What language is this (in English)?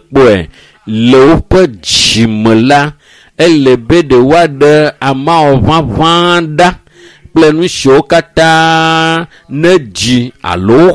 Ewe